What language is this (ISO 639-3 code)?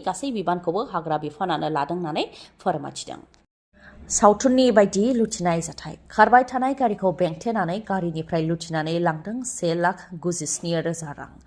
brx